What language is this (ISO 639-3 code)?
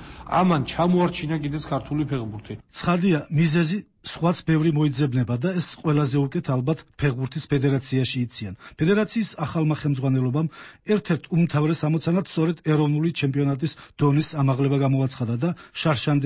kat